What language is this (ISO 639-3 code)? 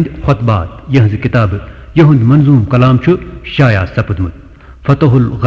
kas